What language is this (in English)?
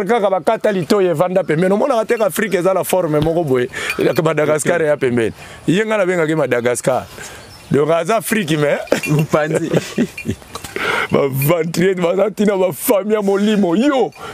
Lingala